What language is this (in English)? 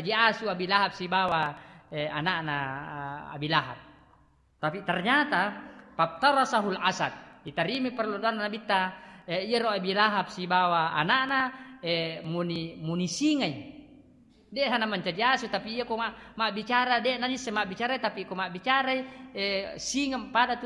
Buginese